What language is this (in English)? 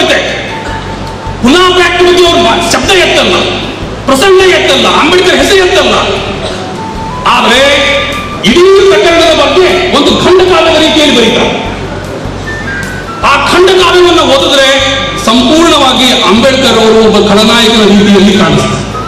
Kannada